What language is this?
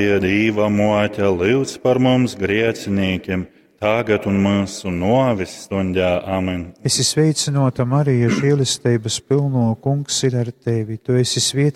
Latgalian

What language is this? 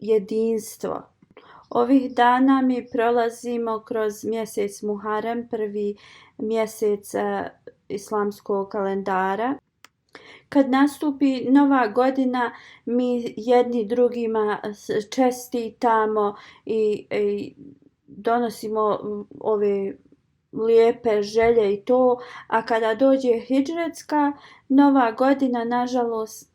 Bosnian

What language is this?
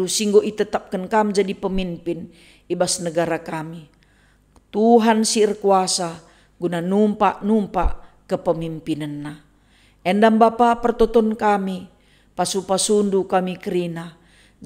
Batak Karo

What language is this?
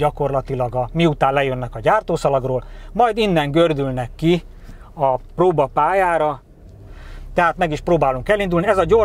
Hungarian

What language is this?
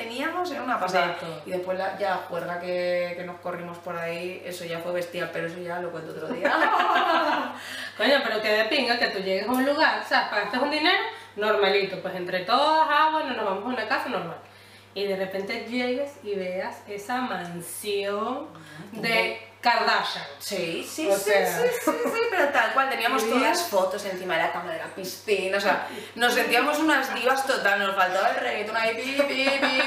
Spanish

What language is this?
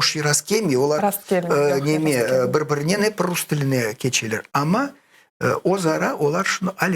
Crimean Tatar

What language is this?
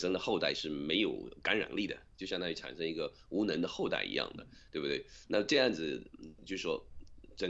Chinese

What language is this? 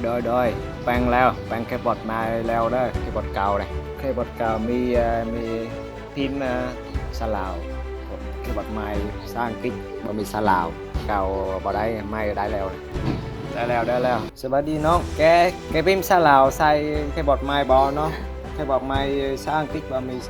Lao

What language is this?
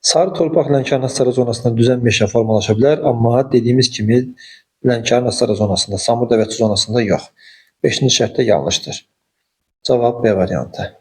Azerbaijani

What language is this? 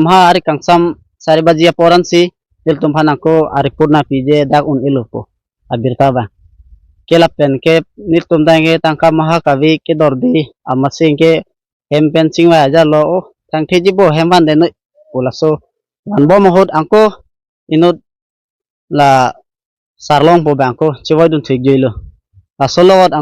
Karbi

